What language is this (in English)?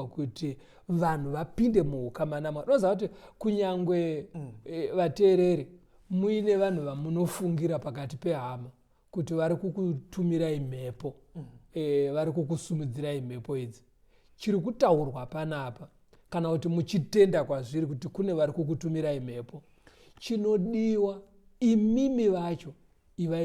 Shona